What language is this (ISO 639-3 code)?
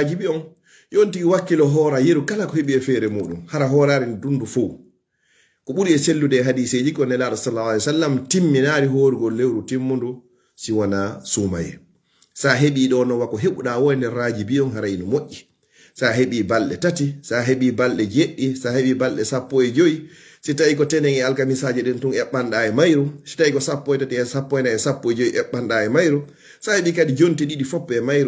ful